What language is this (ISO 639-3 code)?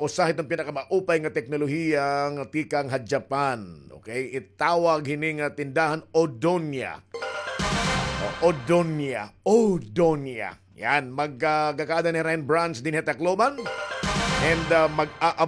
war